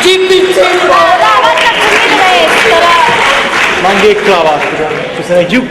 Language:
Neapolitan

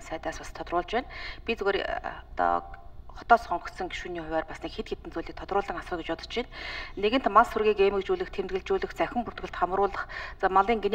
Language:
Mongolian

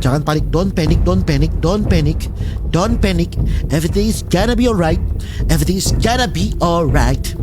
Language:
Manado Malay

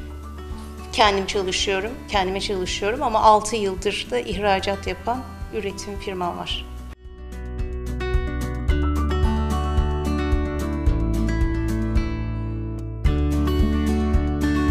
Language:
Turkish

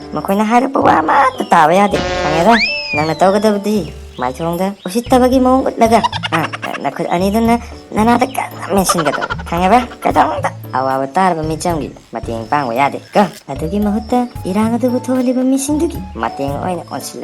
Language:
Manipuri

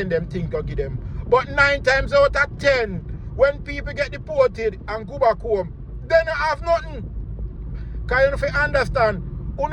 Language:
Jamaican Creole English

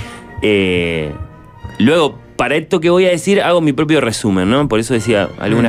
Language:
Spanish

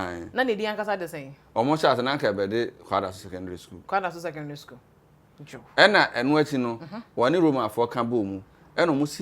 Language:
Akan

